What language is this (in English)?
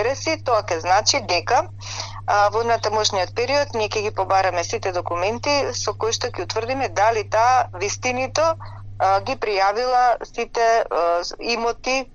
Macedonian